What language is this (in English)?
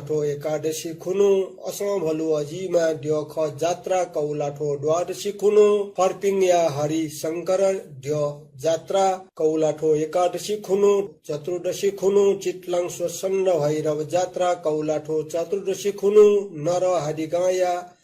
Newari